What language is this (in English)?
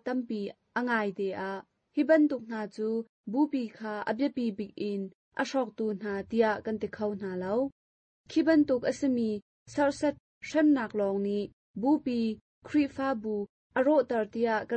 Hakha Chin